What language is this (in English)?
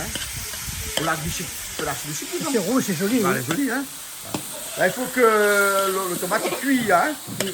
Réunion Creole French